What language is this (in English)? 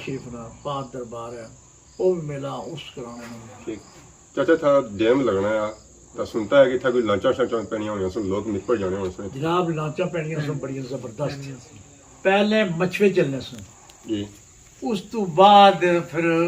Pahari-Potwari